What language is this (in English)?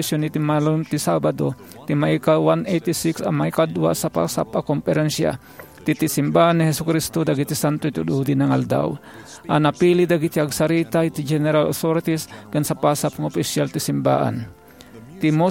Iloko